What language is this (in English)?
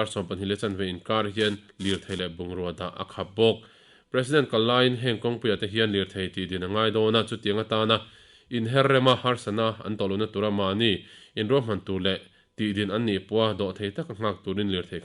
Mizo